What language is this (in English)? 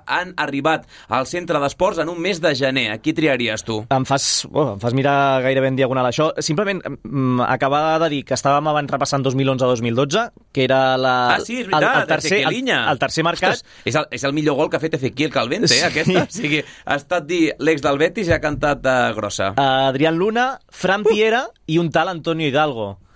Catalan